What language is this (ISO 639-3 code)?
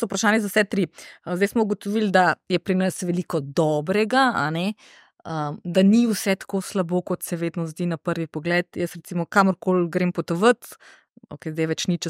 slv